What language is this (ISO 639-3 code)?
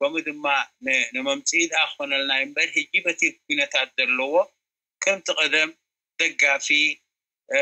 tir